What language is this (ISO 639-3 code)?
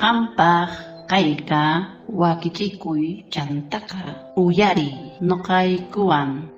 quh